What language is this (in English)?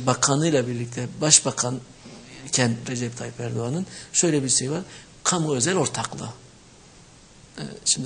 Turkish